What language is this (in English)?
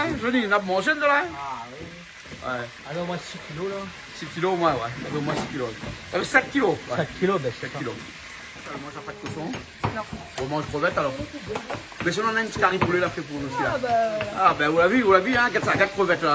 Réunion Creole French